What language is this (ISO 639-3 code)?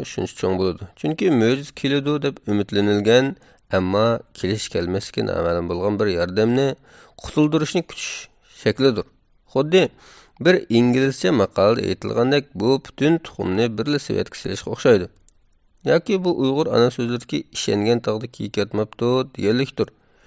uig